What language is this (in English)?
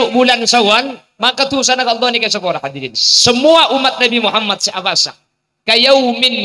Madurese